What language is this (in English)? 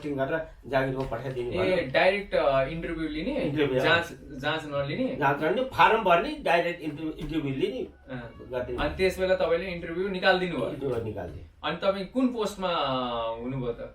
Nepali